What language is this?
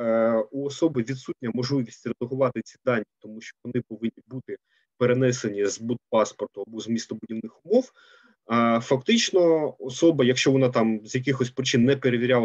Ukrainian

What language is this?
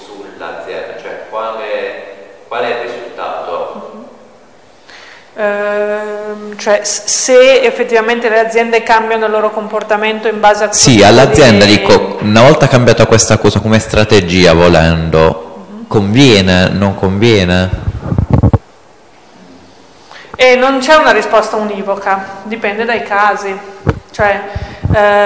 Italian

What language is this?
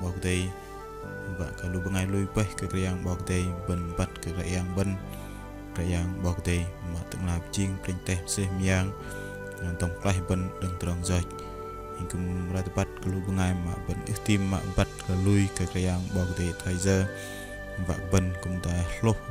Bahnar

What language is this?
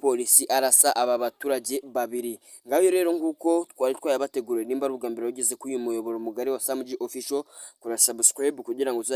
Kinyarwanda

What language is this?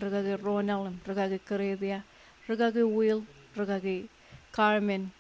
Marshallese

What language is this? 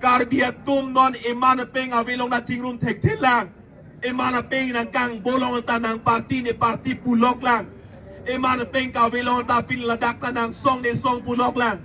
Karbi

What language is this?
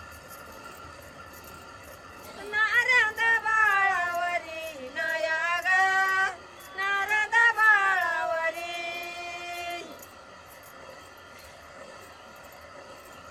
Marathi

